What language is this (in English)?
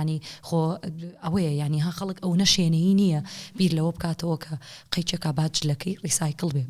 Central Kurdish